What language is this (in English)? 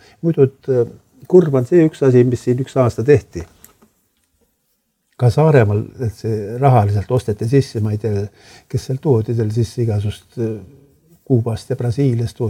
Estonian